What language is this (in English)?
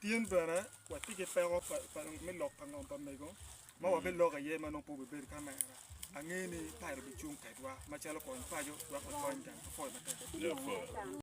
Acoli